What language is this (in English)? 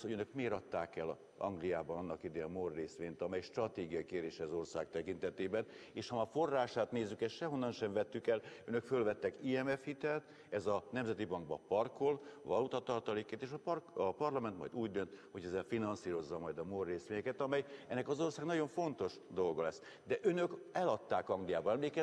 Hungarian